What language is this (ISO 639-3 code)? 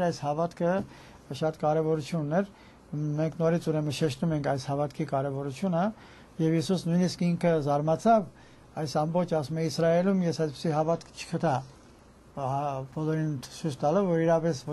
hye